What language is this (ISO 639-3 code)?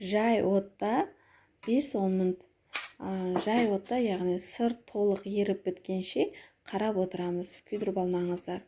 kaz